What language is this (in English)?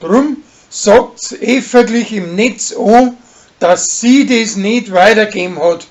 Bavarian